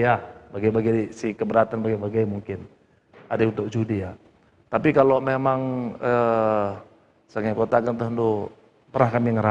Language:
Batak Karo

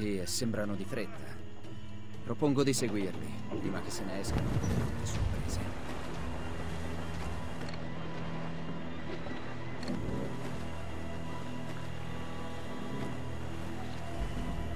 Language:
Italian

